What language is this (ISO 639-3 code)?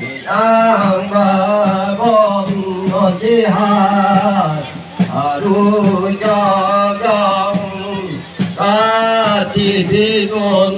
mjw